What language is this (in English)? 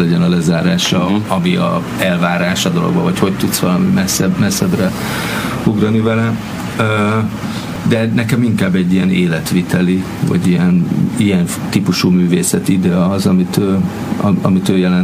Hungarian